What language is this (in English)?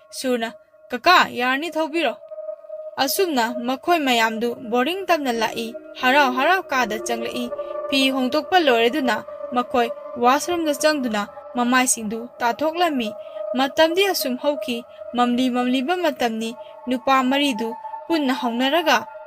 Manipuri